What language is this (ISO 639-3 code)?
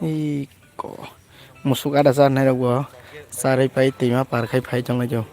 trp